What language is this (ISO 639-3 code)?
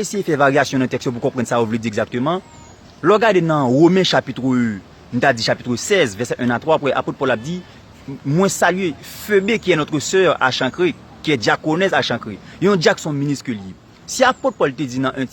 hat